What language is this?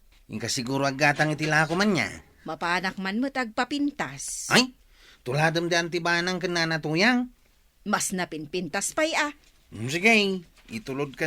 Iloko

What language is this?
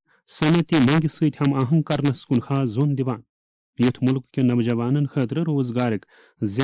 Kashmiri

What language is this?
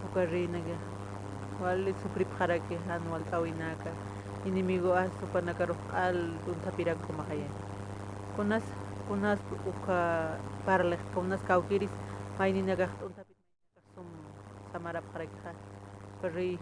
Aymara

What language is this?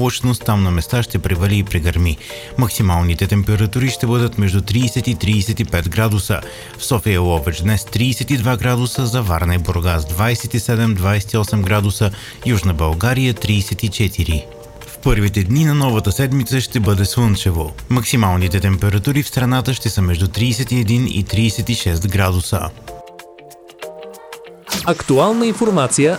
Bulgarian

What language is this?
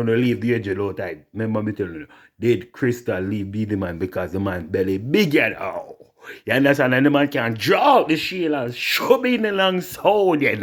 Jamaican Creole English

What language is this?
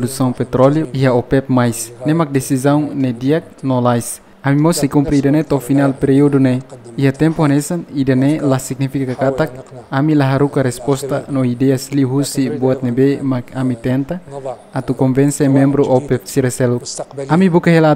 Tetum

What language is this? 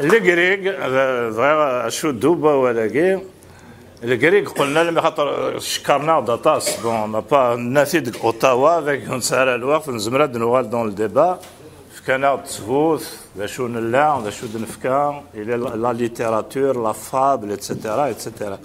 Kabyle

